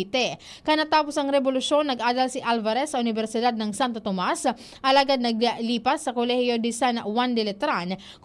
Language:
Bikol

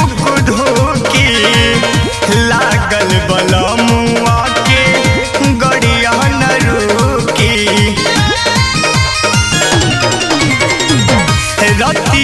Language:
Bhojpuri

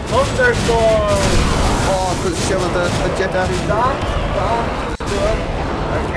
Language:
Faroese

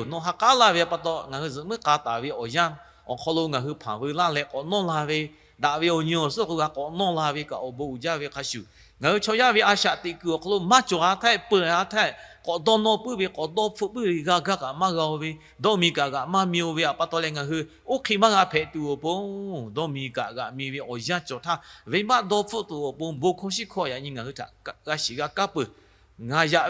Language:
Lahu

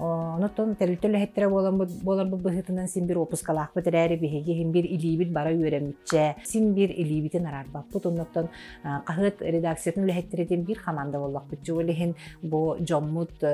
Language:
Yakut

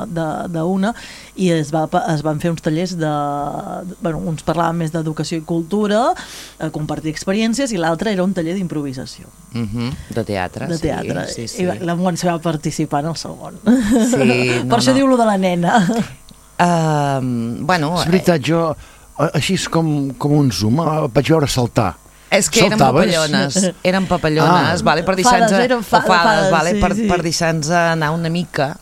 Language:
Catalan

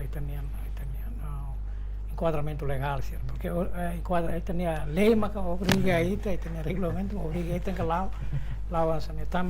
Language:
Tetum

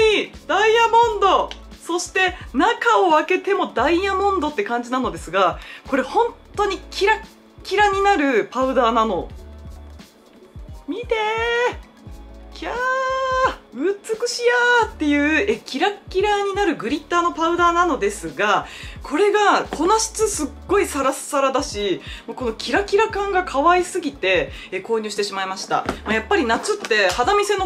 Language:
Japanese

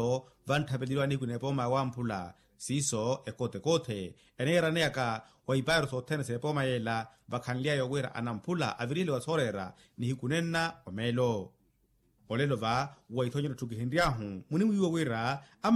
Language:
Makhuwa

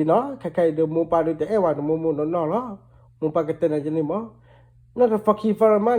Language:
S'gaw Karen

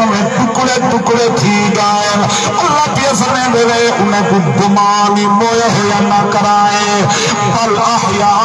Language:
Saraiki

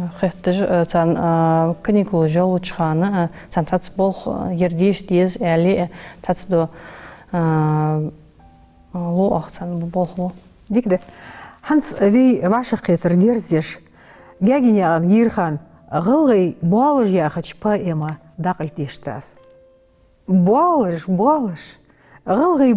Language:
Ingush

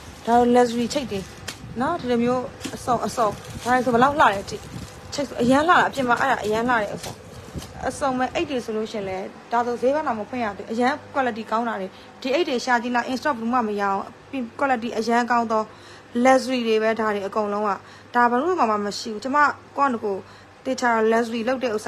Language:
Burmese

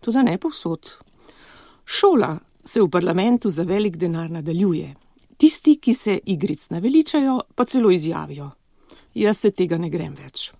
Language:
Slovenian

